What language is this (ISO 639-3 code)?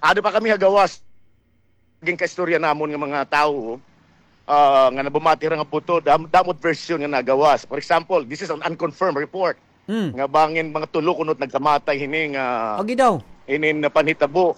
war